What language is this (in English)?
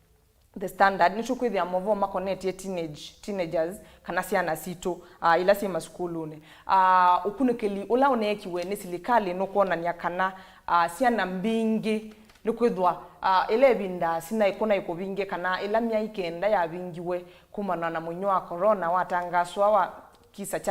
Kamba